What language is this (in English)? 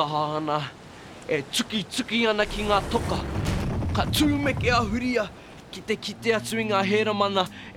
Māori